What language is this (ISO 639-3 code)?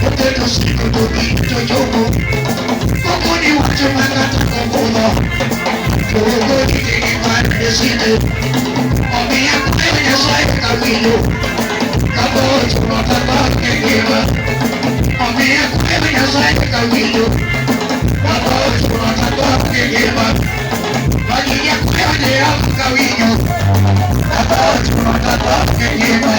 luo